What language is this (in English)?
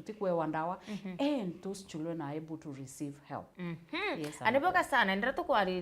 Meru